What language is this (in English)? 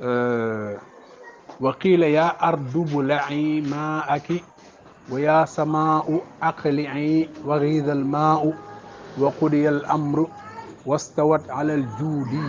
Wolof